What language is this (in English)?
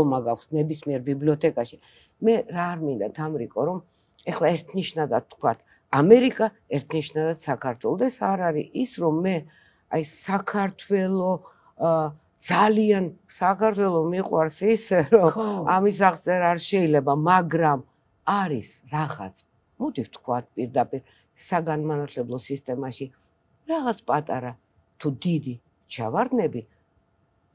Georgian